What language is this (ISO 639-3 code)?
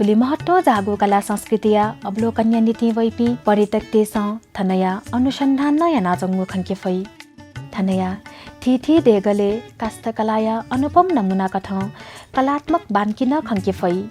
new